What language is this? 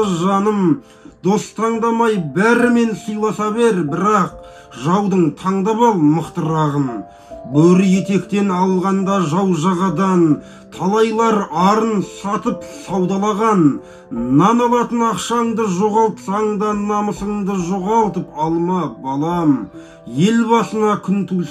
Kazakh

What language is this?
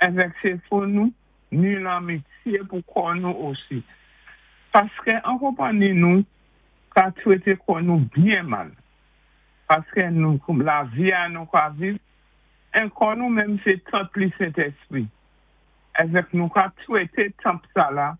Saint Lucian Creole French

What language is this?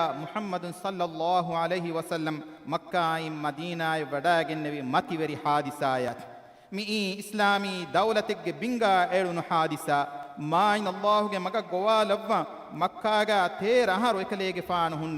Divehi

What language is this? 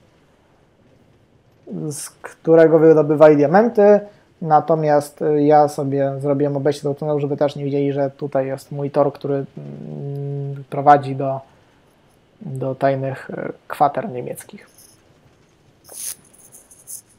Polish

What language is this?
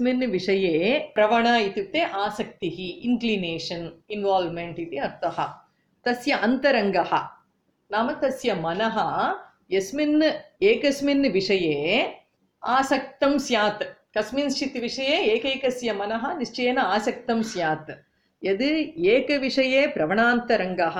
Sanskrit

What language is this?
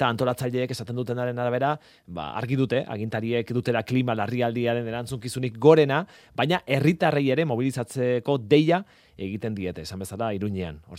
Basque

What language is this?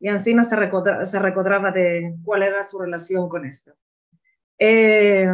Ladino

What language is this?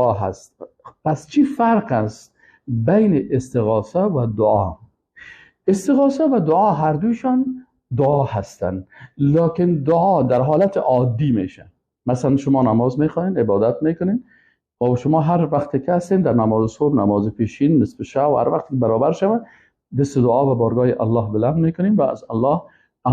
Persian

